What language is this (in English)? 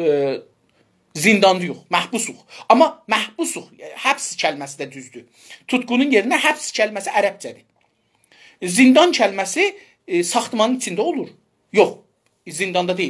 South Azerbaijani